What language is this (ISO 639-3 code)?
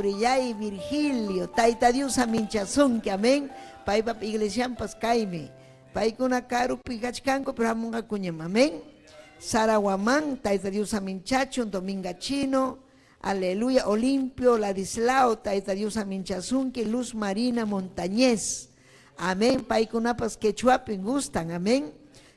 quy